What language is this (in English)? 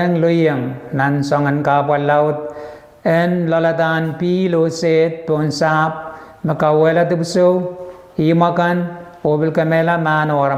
Pohnpeian